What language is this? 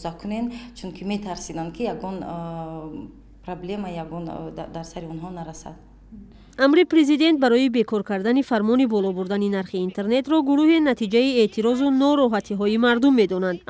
Tajik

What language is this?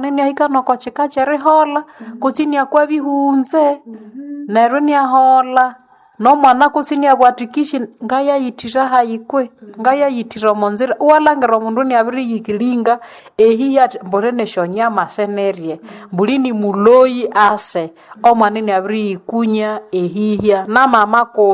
Nande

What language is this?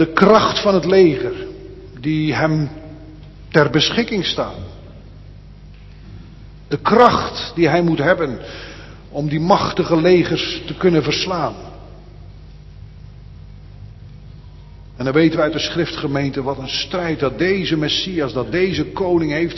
Dutch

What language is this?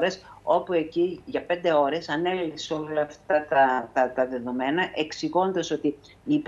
Greek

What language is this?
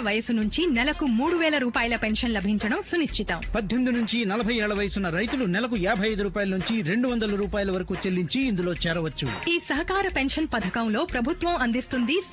Telugu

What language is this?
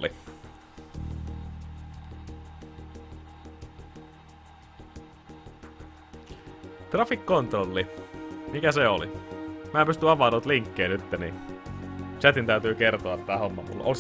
Finnish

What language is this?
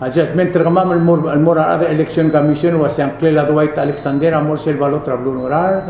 Palauan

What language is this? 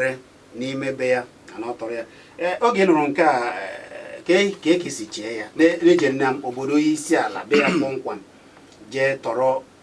Igbo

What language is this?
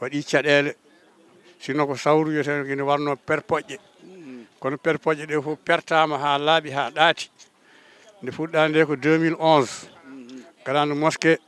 Fula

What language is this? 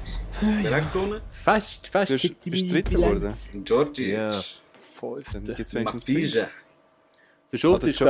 Swiss German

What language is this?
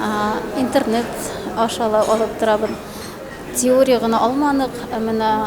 Bashkir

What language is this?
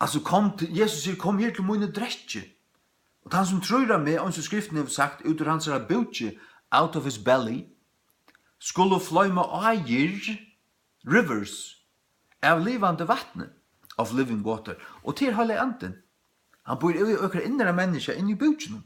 Faroese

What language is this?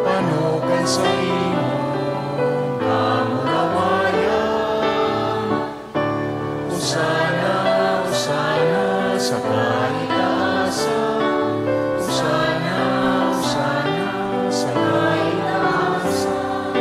Bikol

